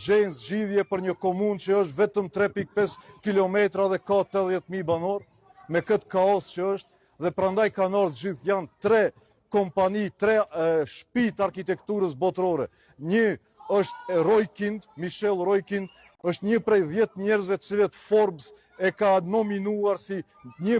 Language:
Albanian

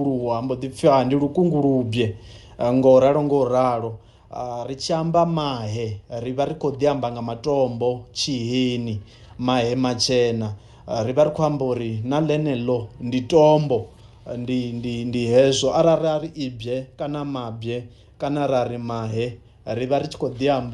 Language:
Venda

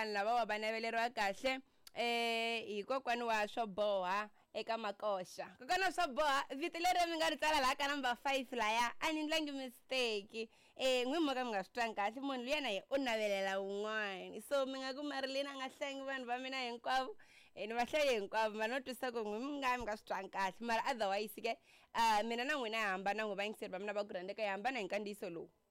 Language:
Tsonga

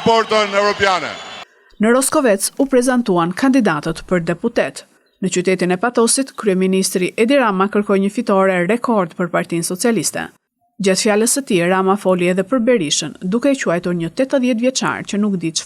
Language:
Albanian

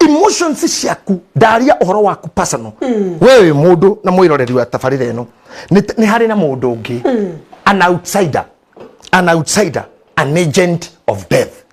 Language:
Kikuyu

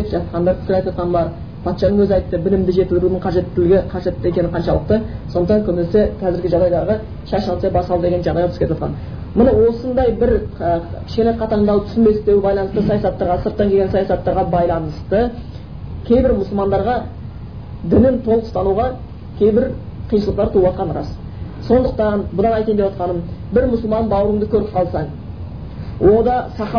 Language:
Kazakh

